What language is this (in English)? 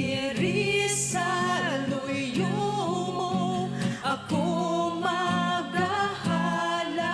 Hiligaynon